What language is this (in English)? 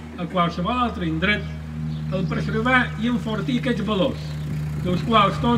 Catalan